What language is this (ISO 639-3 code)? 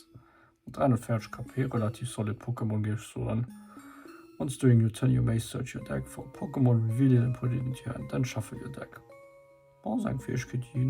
ltz